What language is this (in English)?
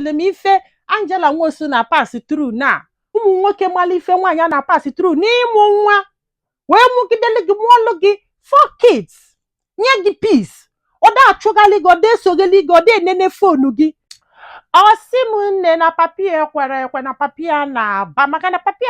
Igbo